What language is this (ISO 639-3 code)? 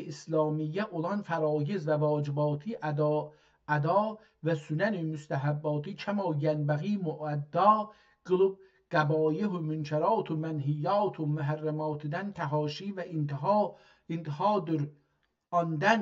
azb